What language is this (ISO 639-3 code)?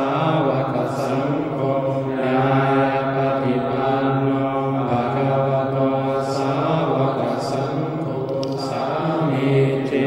pli